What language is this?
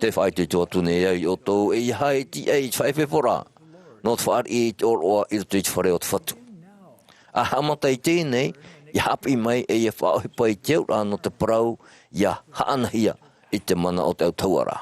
Tahitian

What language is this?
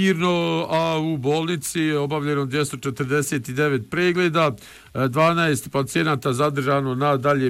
Bosnian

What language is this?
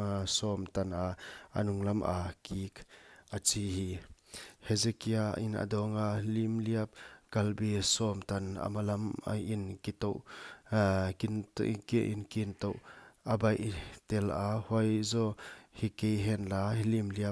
Paite Chin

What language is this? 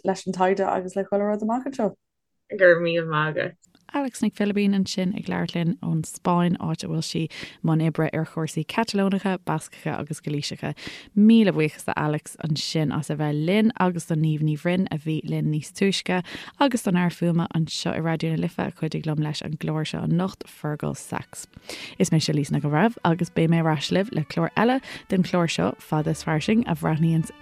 Irish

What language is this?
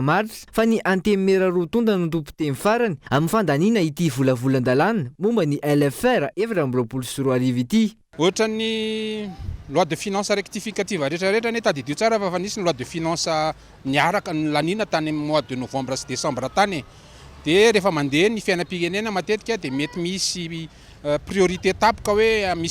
Malagasy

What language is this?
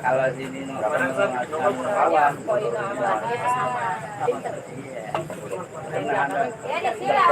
Betawi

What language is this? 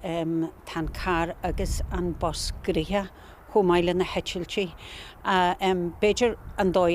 Irish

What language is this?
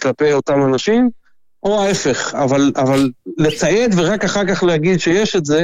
Hebrew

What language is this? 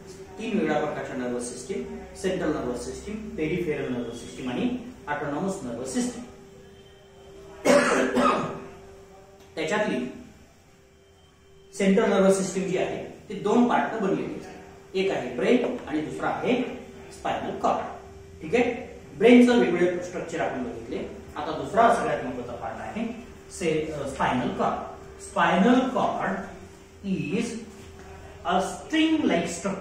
Marathi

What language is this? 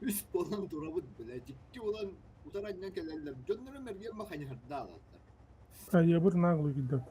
Yakut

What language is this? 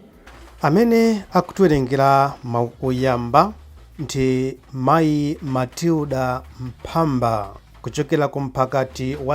Nyanja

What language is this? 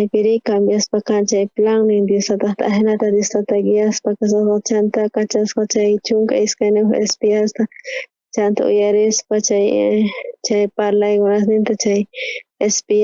South Bolivian Quechua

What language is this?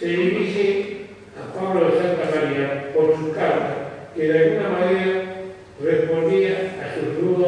Ladino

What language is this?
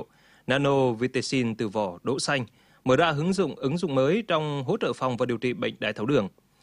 Vietnamese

